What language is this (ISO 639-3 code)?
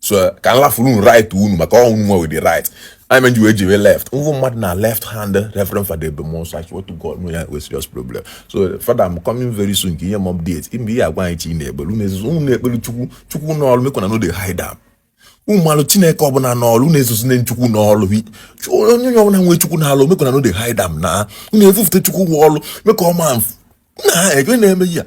ibo